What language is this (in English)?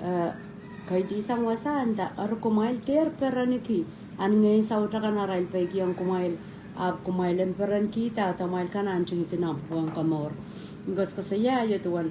Pohnpeian